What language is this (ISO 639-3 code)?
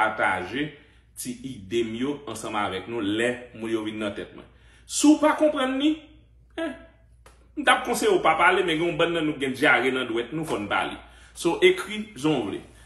hat